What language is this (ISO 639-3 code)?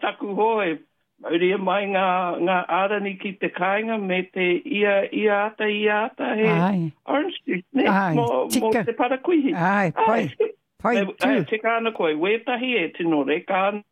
mri